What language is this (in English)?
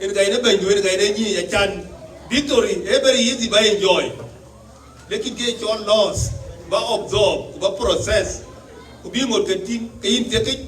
Dinka